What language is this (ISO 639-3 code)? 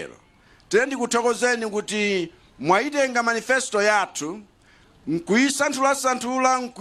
nya